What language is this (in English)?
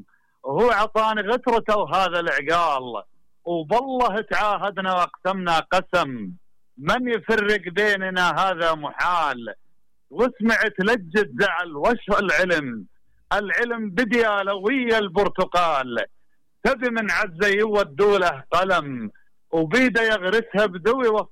Mesopotamian Arabic